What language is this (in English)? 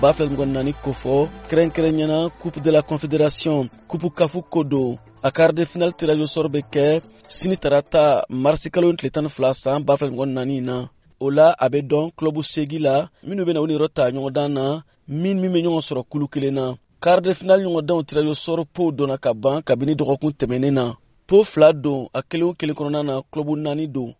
Bambara